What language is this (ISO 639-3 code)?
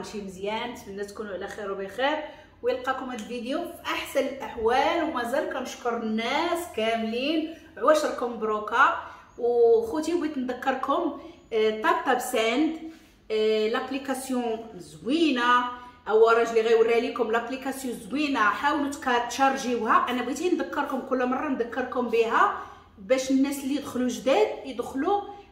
ary